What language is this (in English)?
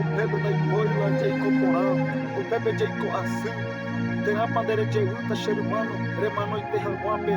Guarani